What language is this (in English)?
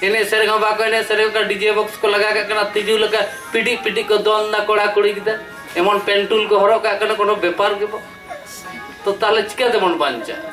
Santali